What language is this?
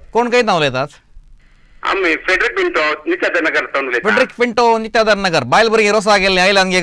Konkani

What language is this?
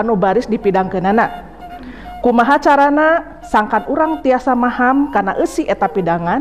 Sundanese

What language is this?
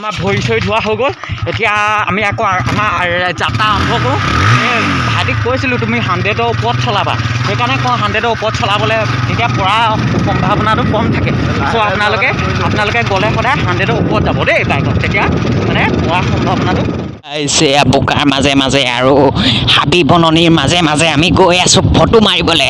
Assamese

